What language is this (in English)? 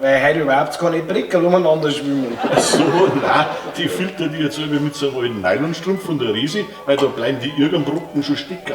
Bavarian